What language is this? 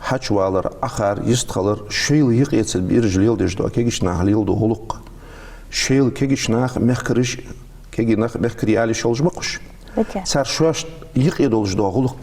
Ingush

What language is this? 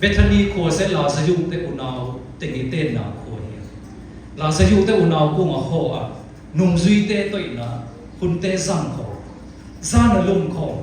Siyin Chin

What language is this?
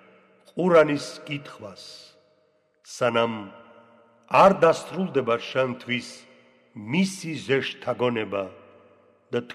Georgian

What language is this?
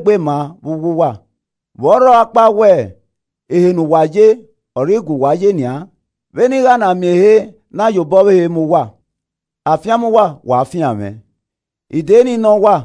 Esan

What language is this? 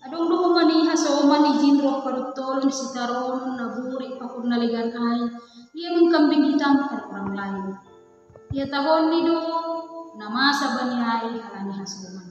Batak Simalungun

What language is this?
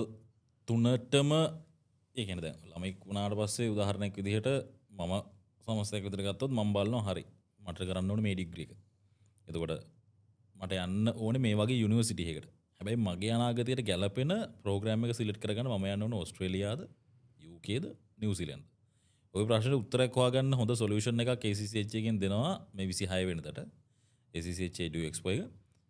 Sinhala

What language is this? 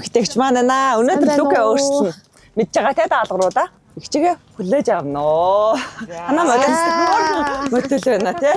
Mongolian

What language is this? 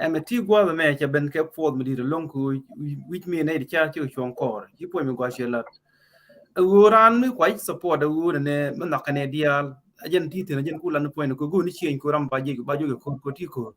Nuer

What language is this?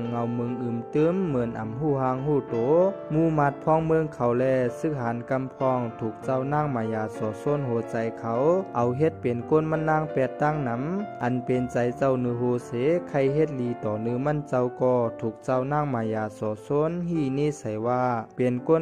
Shan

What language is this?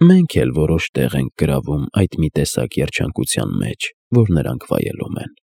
Armenian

